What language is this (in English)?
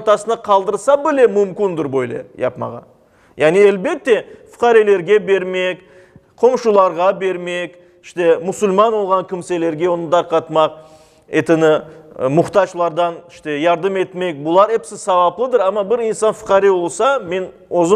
Crimean Tatar